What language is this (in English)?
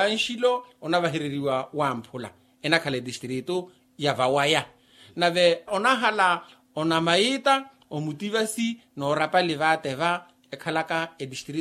Makhuwa